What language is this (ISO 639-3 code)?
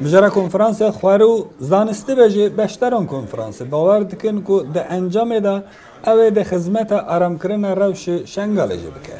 kur